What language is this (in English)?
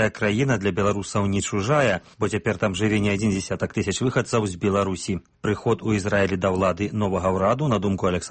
Belarusian